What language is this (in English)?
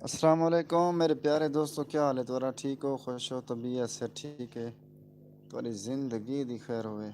Saraiki